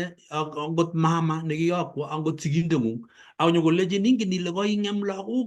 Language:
Kalenjin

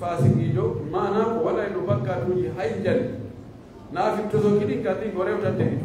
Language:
Pular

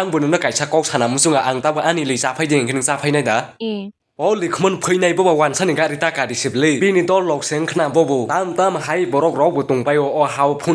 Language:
Kok Borok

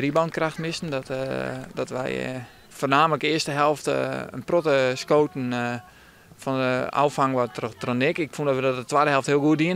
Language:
Western Frisian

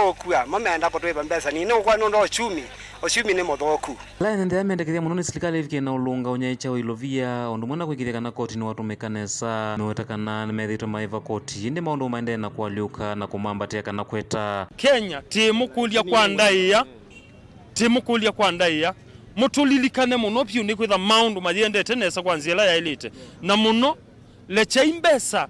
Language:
Kamba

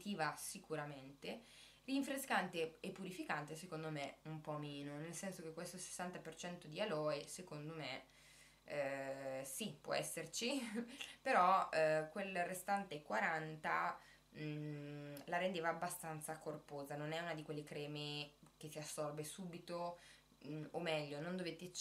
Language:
Italian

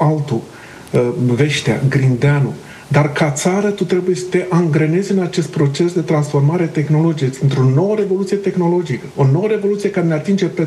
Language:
Romanian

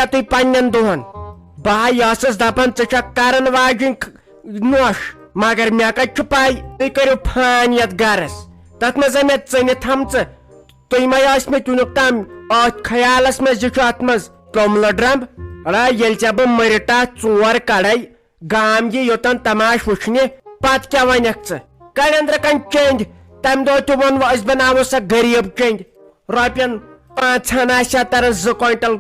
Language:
Kashmiri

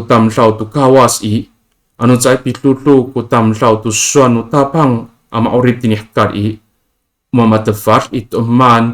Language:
Amis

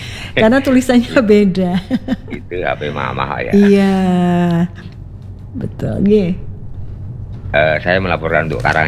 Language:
Indonesian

